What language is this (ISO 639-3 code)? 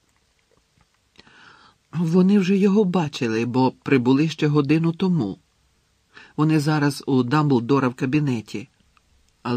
ukr